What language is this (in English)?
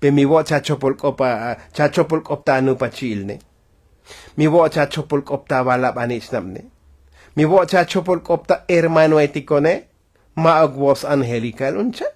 Tzotzil